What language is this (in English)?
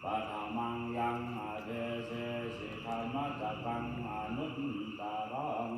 Pali